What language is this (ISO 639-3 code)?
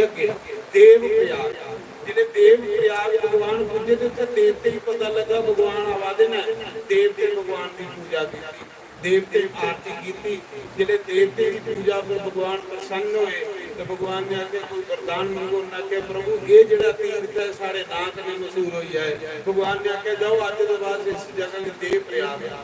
doi